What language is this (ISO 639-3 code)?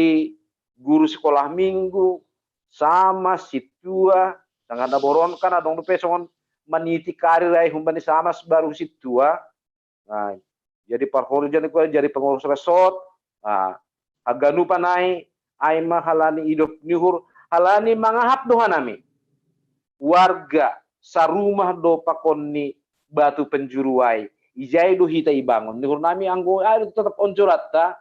bts